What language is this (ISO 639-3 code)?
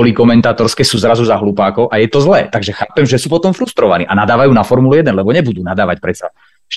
slk